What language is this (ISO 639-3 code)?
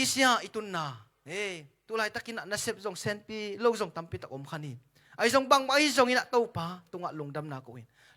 ctd